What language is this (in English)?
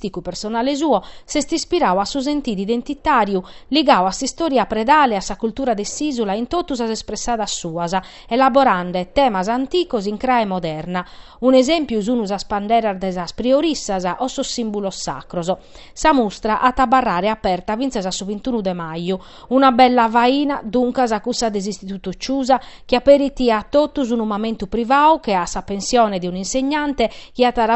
Sardinian